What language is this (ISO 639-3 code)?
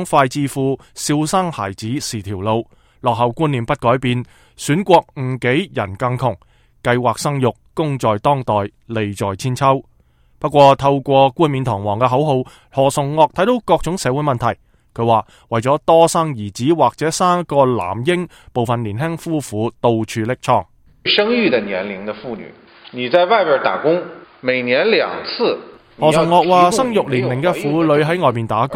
yue